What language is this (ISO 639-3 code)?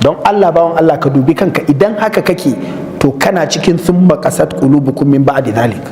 hau